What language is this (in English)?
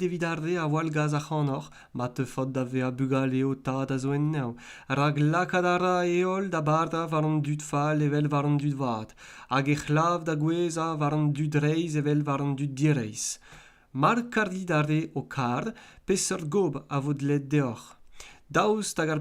Breton